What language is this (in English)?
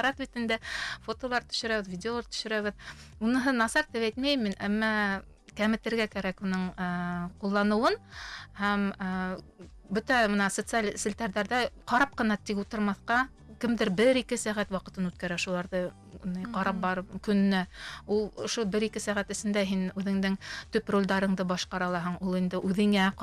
Bashkir